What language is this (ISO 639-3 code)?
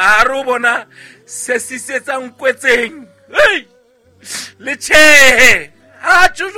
sot